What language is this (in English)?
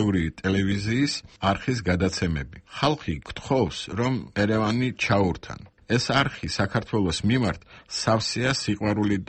Georgian